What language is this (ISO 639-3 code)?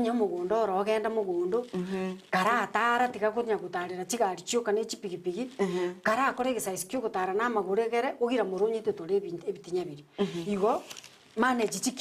guz